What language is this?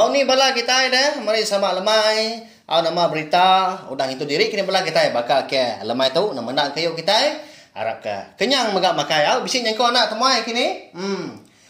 Iban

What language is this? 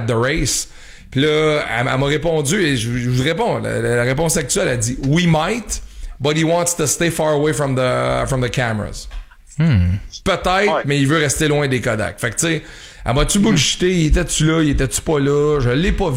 French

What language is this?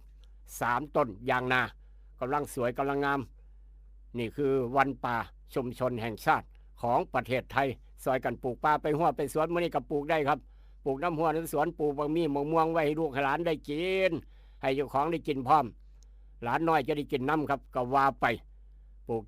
Northeastern Thai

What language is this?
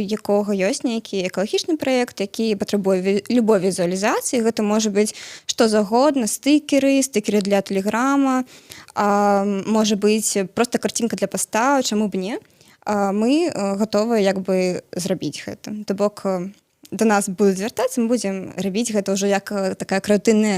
Belarusian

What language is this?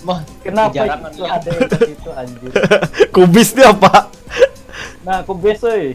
Banjar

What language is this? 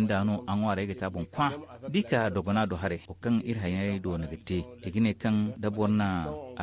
Zarma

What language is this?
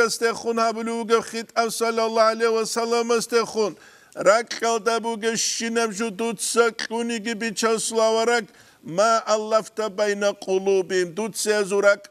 Avaric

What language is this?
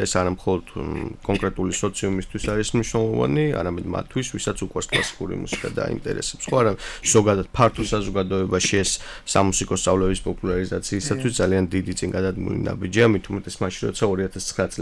Georgian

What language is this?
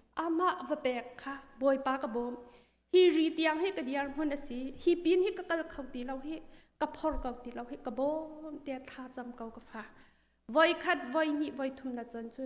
Hakha Chin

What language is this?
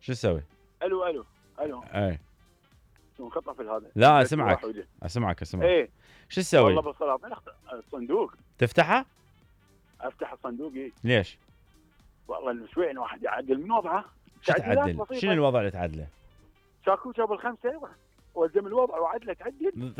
Mesopotamian Arabic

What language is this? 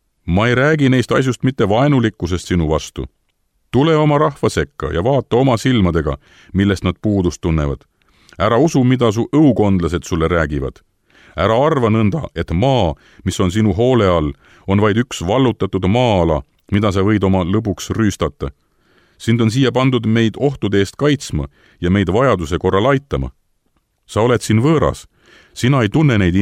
Estonian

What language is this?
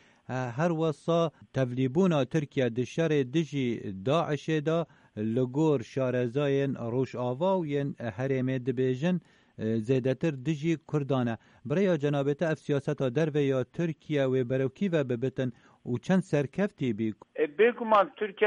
Kurdish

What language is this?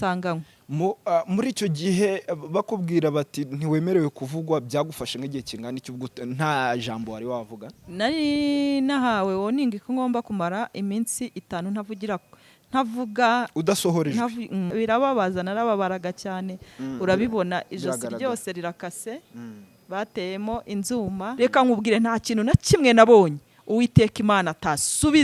Kinyarwanda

